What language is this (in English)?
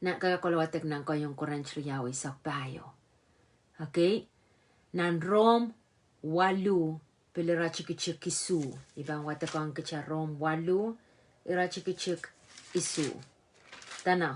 Pohnpeian